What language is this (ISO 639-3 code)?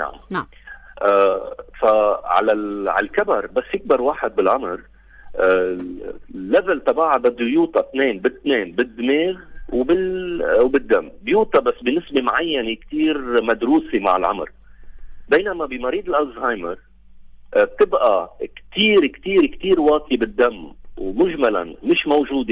apc